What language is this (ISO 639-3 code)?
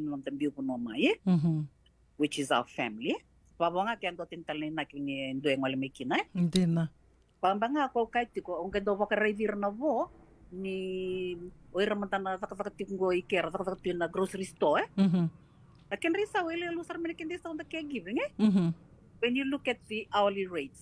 fij